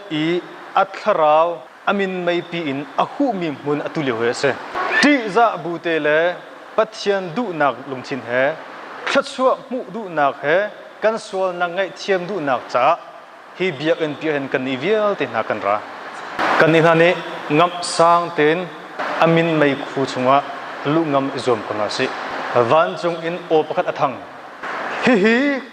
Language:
Hakha Chin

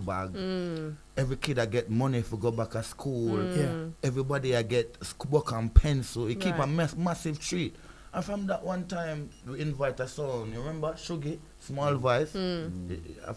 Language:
Jamaican Creole English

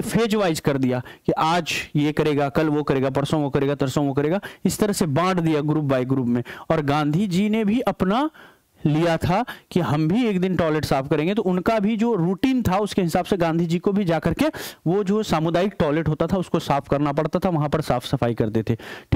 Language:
Hindi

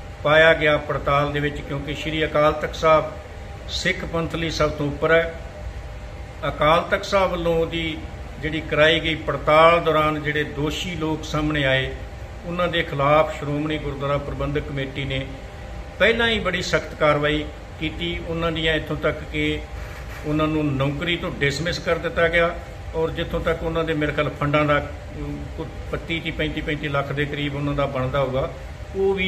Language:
Punjabi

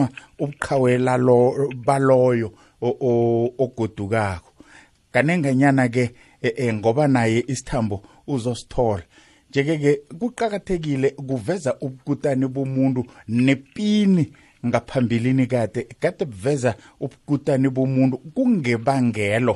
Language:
South Ndebele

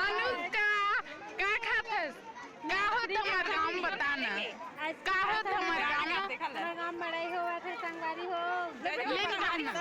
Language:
Chhattisgarhi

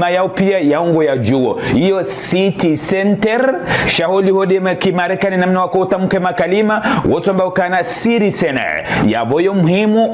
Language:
Ngazidja Comorian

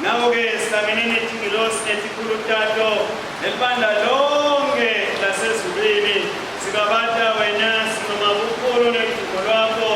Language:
Swati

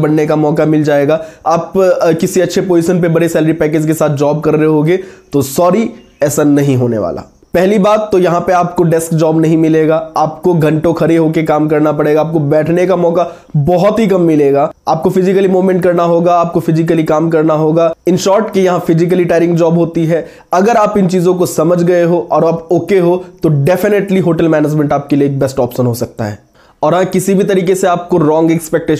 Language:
Hindi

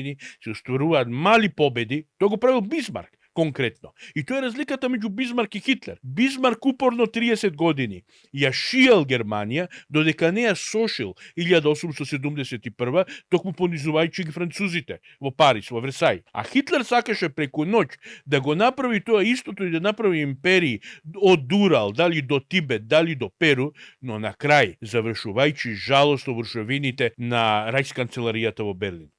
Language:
Macedonian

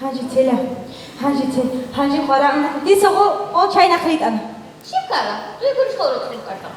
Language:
Avaric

